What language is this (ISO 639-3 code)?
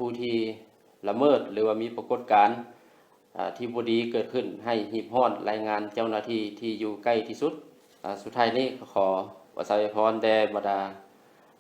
lao